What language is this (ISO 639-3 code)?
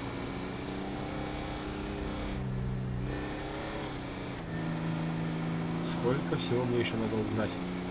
rus